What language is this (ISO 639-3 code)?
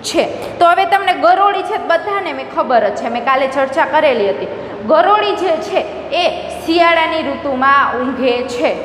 guj